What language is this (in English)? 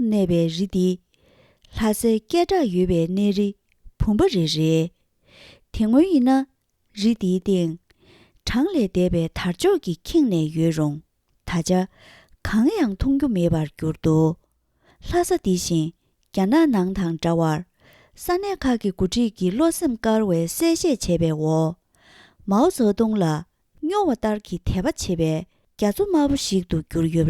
Tibetan